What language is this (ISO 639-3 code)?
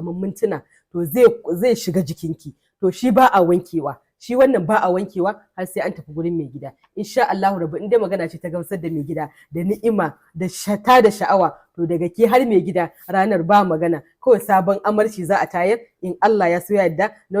hau